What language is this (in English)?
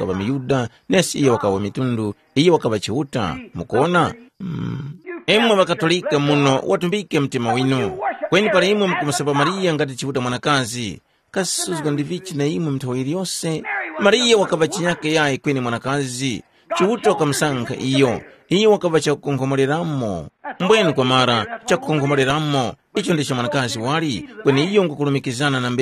Tumbuka